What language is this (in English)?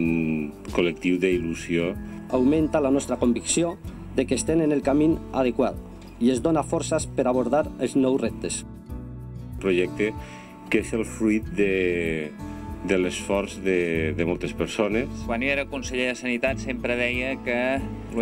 Catalan